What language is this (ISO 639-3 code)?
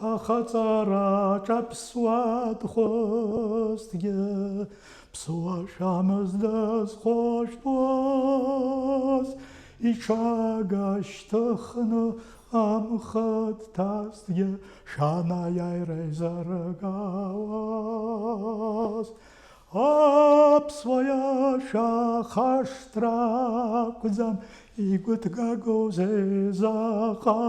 abk